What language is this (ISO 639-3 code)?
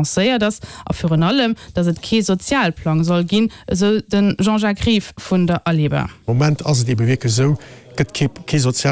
ltz